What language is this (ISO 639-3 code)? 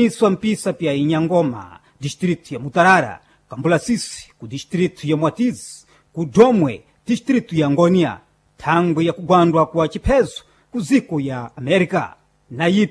seh